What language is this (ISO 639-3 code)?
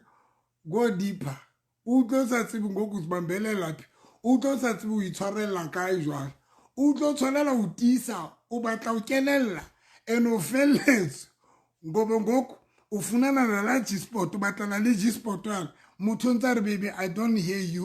sot